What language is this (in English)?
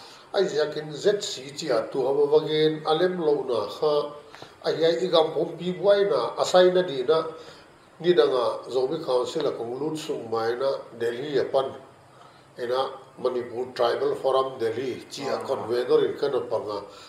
Paite Chin